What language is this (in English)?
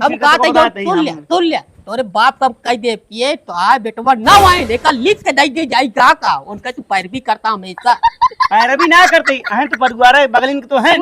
Awadhi